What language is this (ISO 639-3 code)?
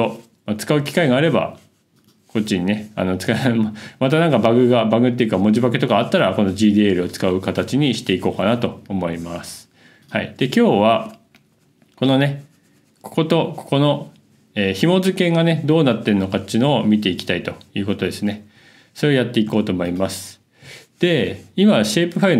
jpn